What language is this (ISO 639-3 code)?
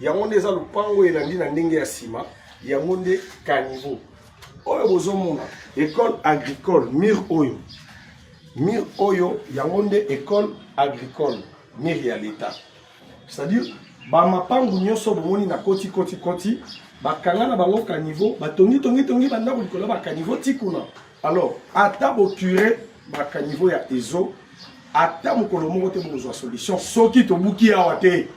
lin